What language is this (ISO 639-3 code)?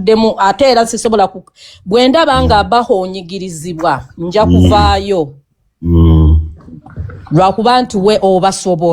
lug